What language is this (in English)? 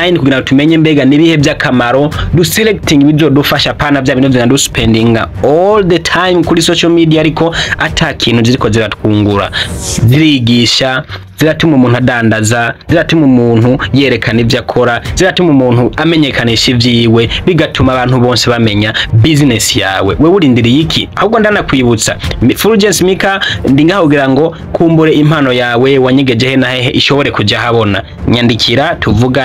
Rundi